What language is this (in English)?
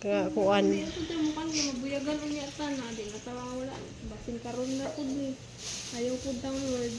Cebuano